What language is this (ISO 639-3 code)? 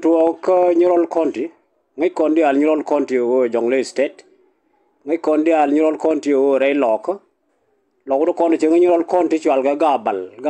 nus